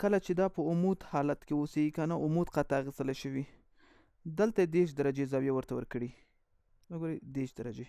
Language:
Pashto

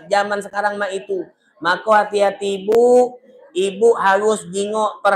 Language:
Musi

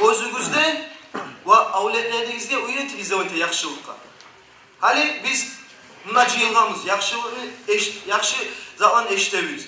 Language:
Kumyk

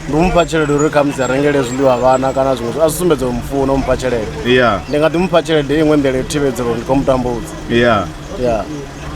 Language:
Venda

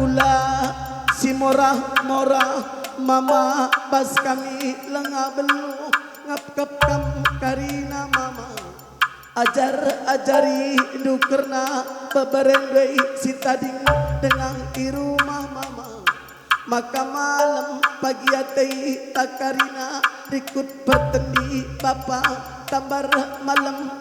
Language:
Batak Karo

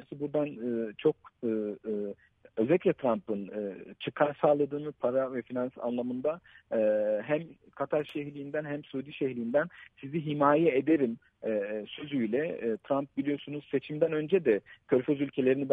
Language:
Turkish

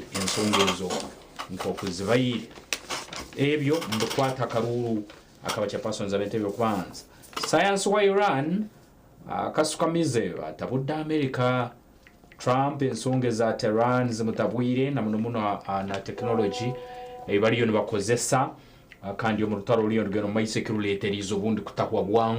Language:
Nyankole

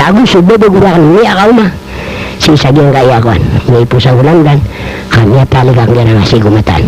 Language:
Maranao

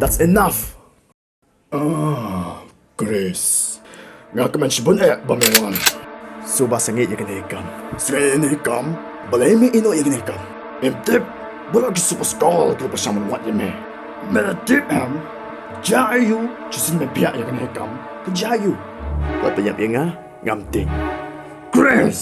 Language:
Khasi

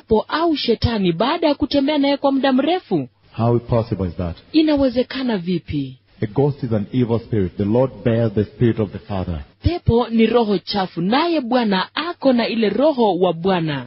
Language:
Swahili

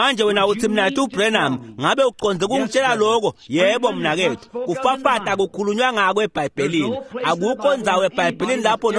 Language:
Swati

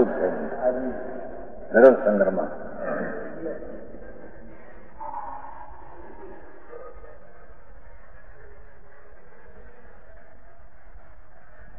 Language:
Gujarati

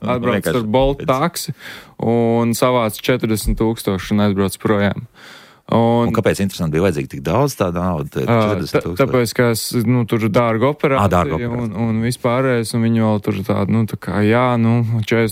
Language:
Latvian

